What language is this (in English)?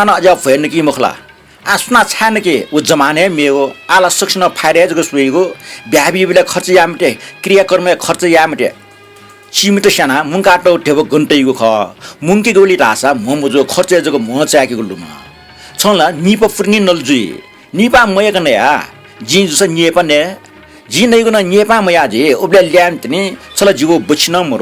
Newari